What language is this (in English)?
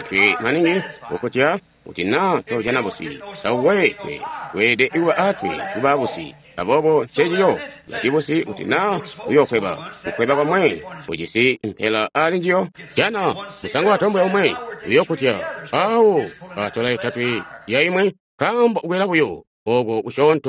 Tonga (Zambia)